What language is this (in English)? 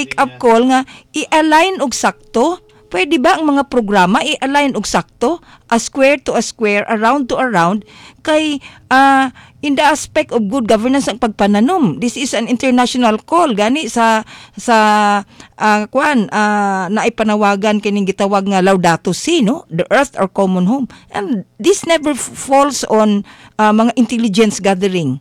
Cebuano